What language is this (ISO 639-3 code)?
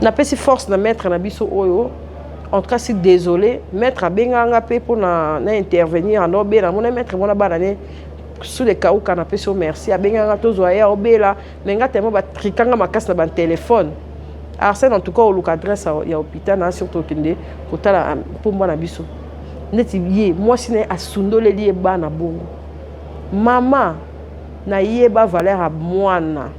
lin